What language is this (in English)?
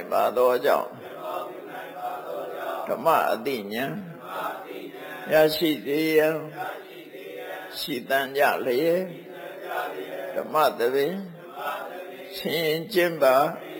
Burmese